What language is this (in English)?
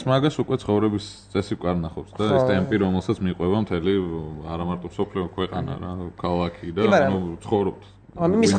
Georgian